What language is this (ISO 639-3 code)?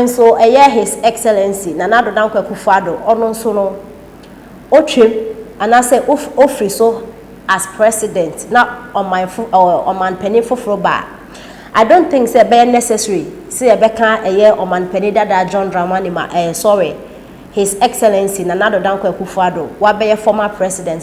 aka